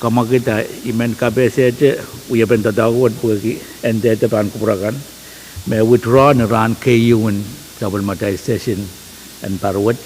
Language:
Pohnpeian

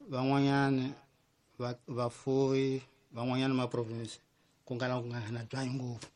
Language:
Tsonga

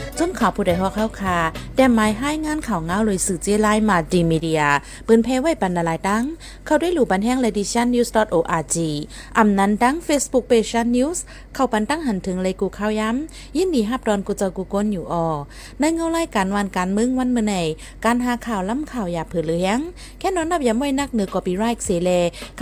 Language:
Shan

